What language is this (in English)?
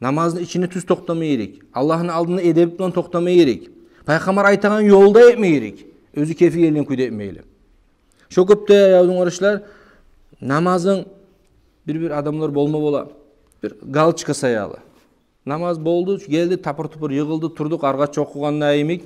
Kumyk